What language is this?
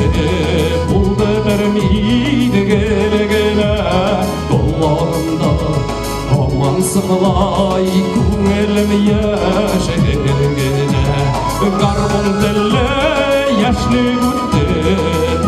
Bashkir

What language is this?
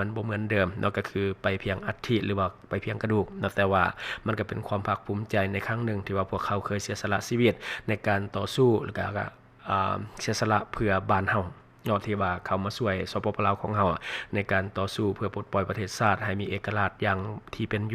Lao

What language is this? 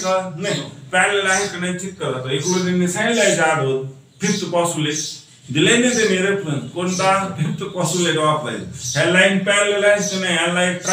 Marathi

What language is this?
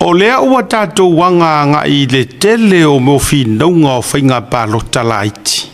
Samoan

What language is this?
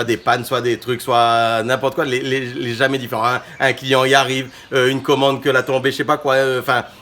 Réunion Creole French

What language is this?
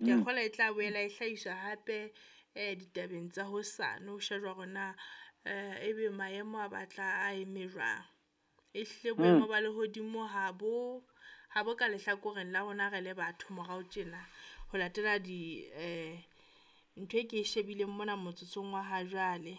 Southern Sotho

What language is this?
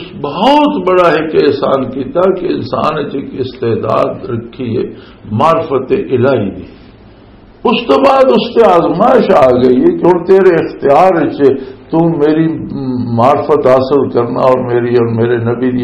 Western Panjabi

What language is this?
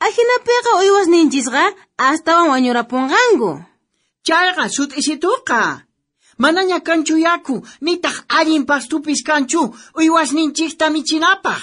South Bolivian Quechua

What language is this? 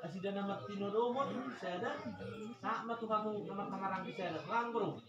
Batak Toba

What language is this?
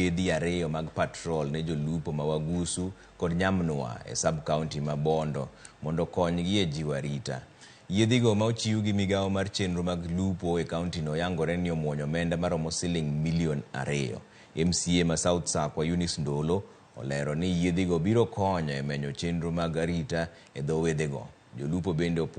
Luo (Kenya and Tanzania)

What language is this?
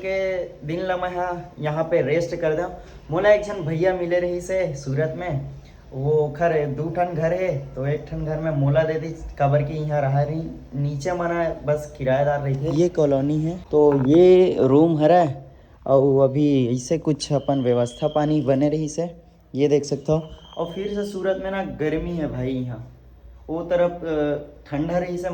Chhattisgarhi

